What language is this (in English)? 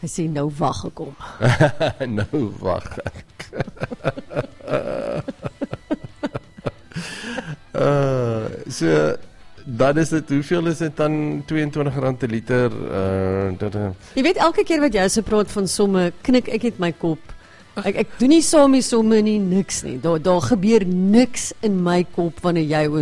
Afrikaans